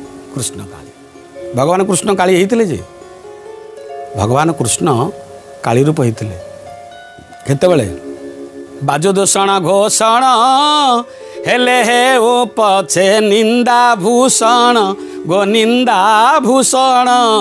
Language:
Odia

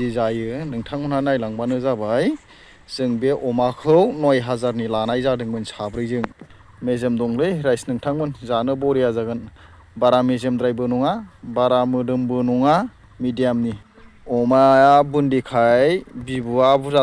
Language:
Bodo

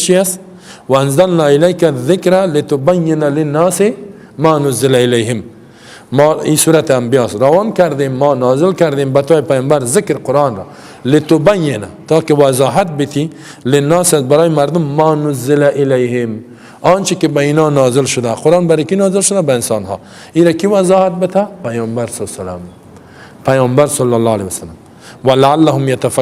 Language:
Persian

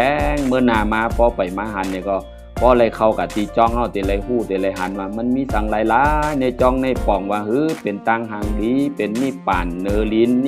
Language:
Shan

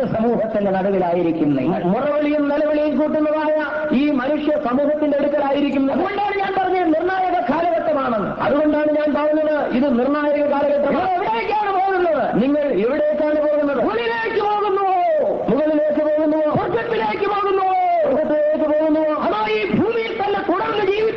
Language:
Malayalam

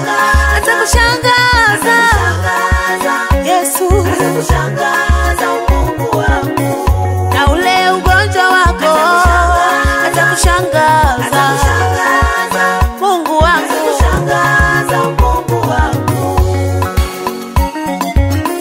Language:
Swahili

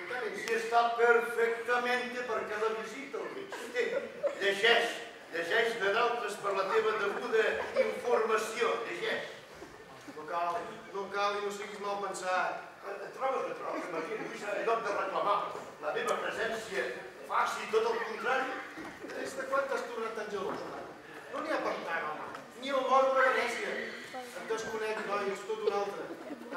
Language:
Catalan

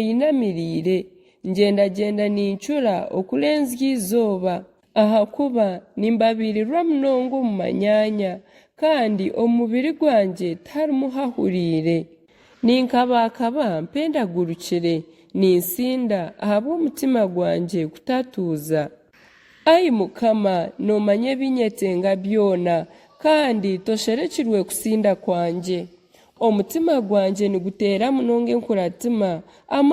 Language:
Nyankole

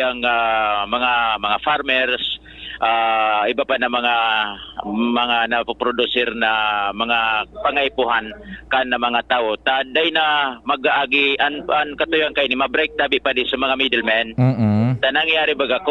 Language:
Bikol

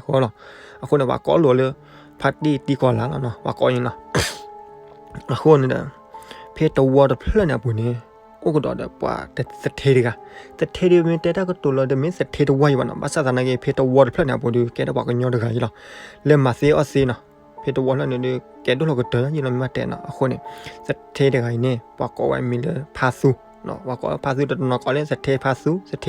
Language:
S'gaw Karen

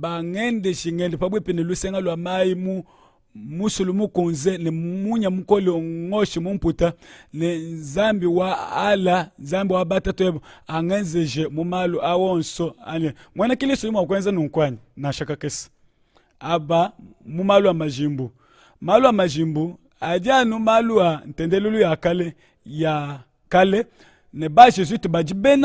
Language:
Luba-Lulua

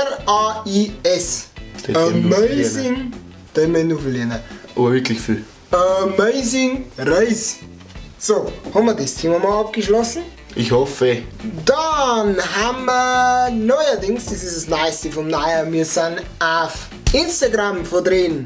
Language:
Bavarian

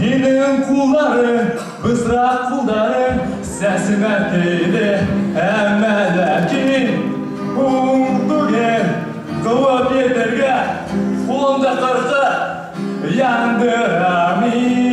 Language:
Bashkir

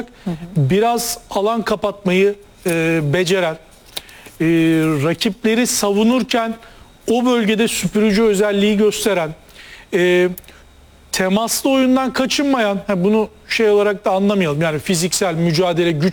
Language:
Turkish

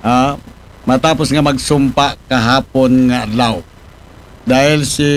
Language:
Aklanon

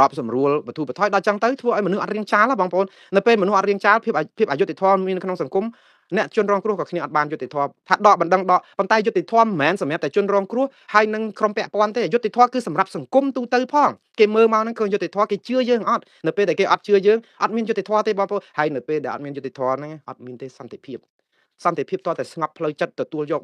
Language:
Khmer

